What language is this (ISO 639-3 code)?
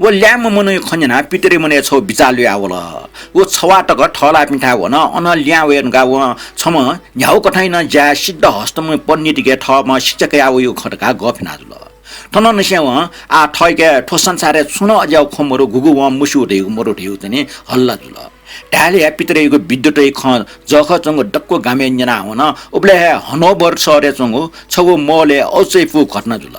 new